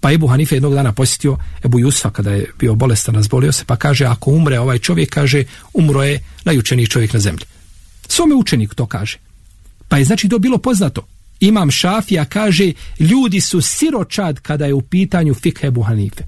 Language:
Bosnian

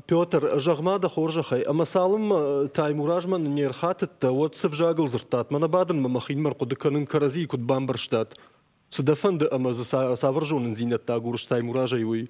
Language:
Ossetic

